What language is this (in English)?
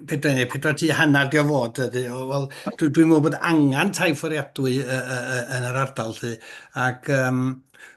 Welsh